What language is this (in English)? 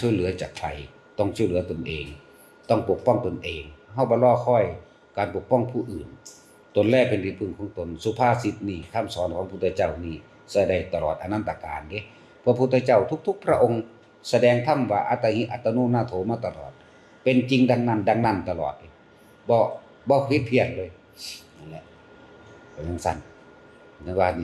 Northeastern Thai